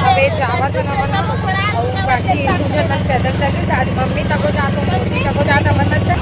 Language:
Chhattisgarhi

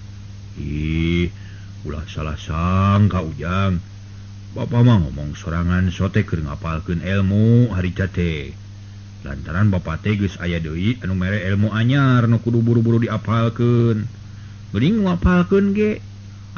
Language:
Sundanese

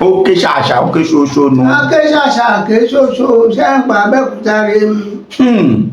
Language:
Yoruba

